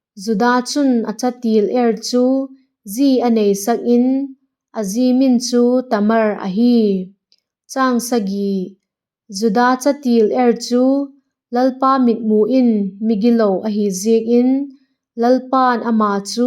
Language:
Vaiphei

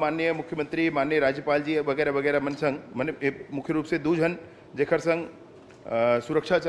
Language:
Chhattisgarhi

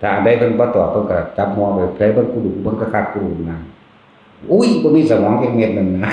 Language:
Northeastern Thai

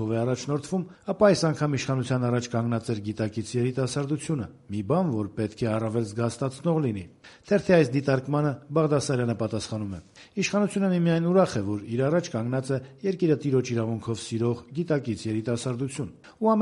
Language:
Armenian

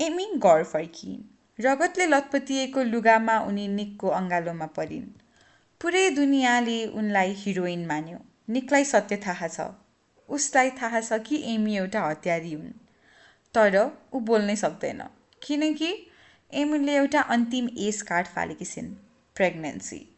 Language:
Nepali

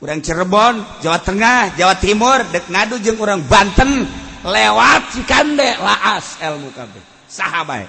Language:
Sundanese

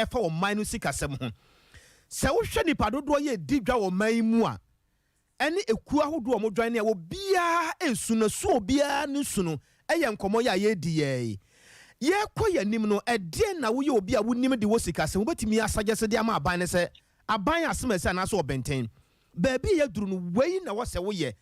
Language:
Akan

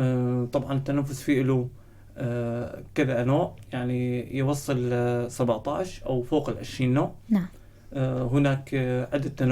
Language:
North Levantine Arabic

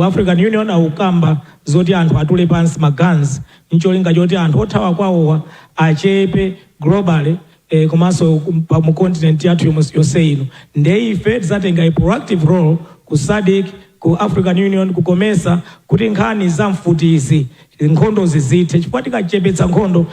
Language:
Nyanja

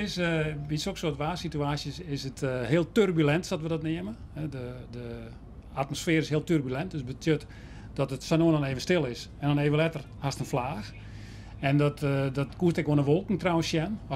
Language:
Western Frisian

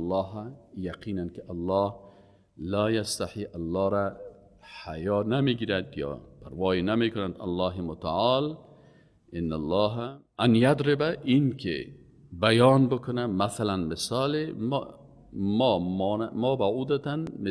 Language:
Persian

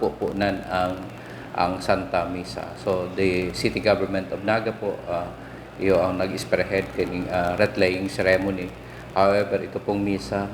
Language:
Bikol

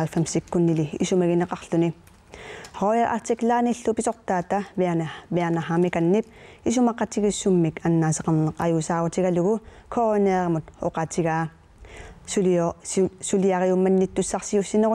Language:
Kalaallisut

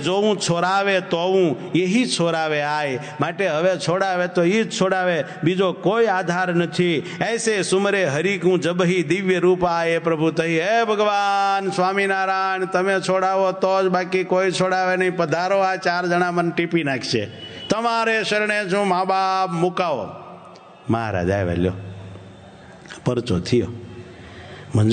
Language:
Gujarati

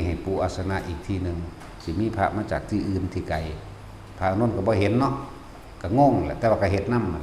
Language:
Lao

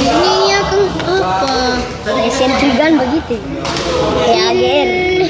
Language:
Ambonese Malay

